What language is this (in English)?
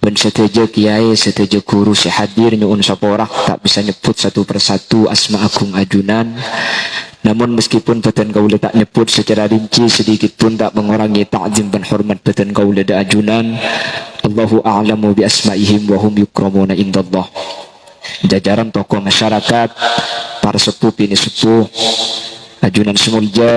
Madurese